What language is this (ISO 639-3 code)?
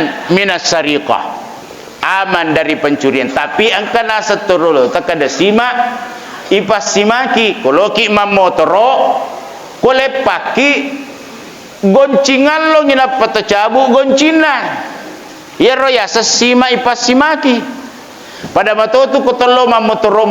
bug